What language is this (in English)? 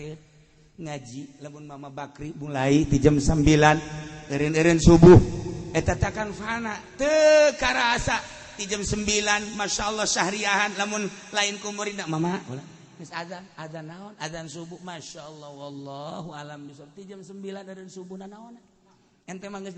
Sundanese